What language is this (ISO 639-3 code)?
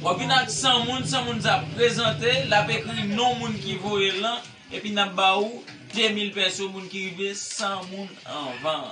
hat